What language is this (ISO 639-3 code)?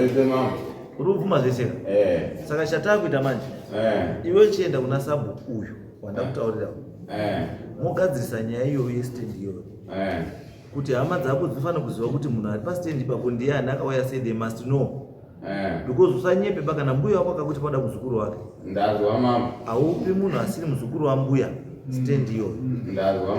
sna